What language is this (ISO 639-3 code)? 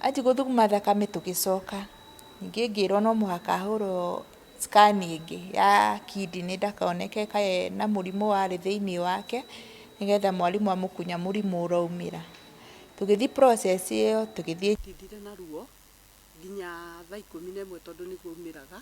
kik